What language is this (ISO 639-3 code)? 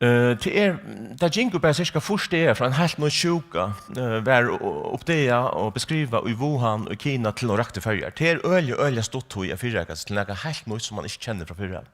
fao